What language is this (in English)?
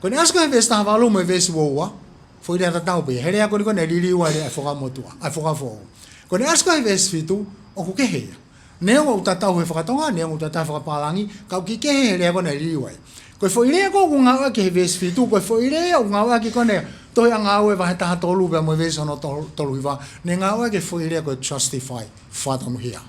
Tongan